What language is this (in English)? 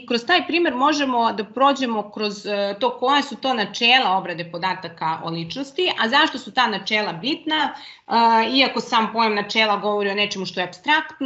Serbian